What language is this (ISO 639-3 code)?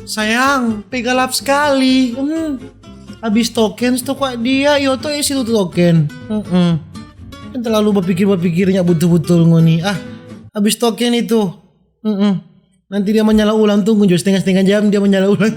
xmm